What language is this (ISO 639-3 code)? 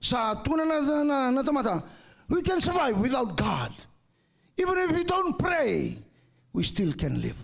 fij